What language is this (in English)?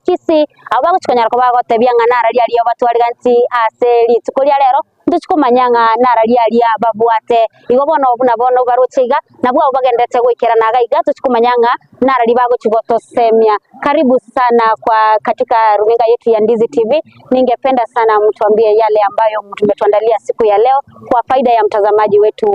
Gusii